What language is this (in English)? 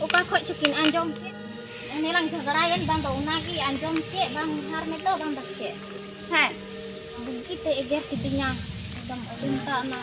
Santali